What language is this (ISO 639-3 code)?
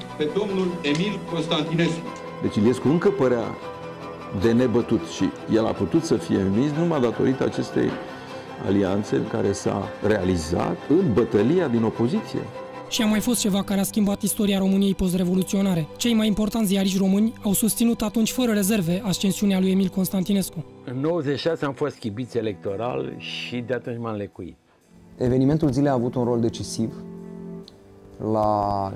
ron